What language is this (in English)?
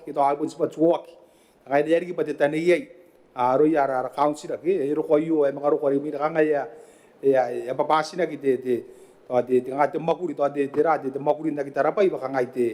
Gilbertese